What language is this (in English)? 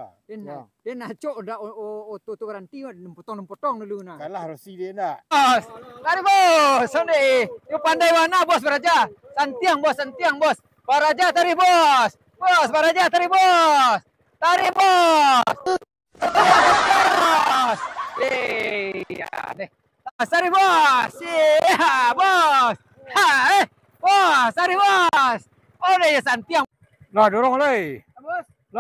Minangkabau